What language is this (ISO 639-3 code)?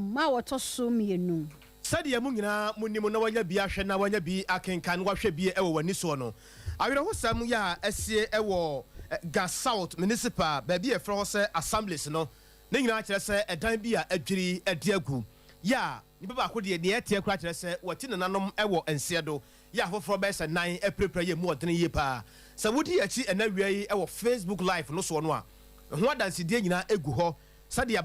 aka